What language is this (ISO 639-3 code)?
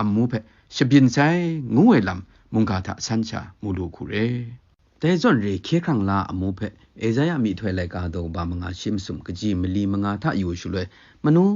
kac